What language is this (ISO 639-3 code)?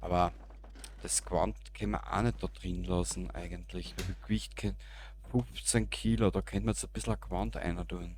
bar